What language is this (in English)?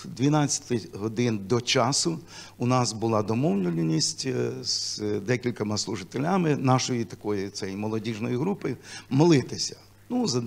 Ukrainian